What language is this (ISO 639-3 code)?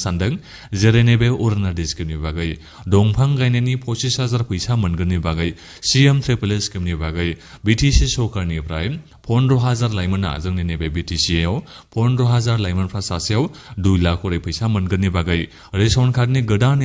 brx